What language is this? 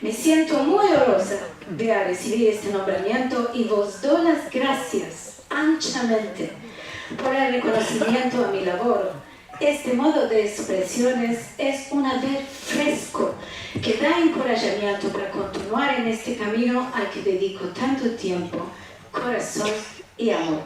Ladino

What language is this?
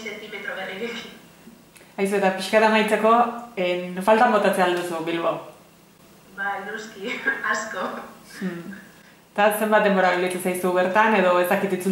Basque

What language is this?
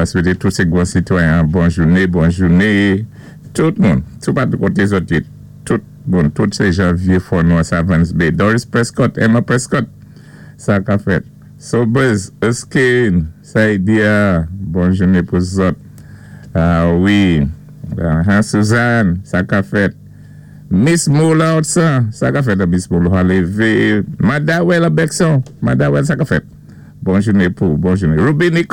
Saint Lucian Creole French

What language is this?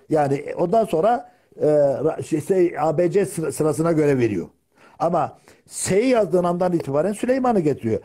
Turkish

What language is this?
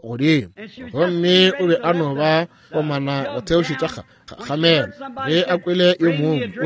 Northern Sotho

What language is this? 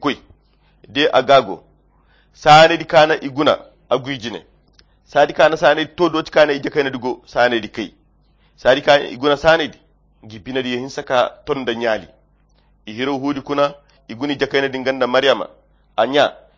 Koyra Chiini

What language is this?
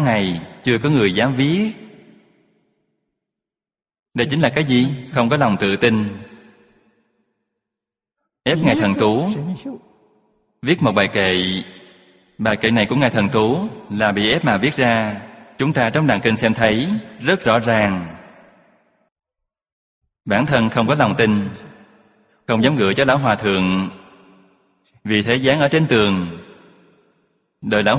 Vietnamese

